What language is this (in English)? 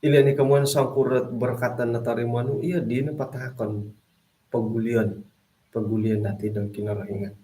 Central Dusun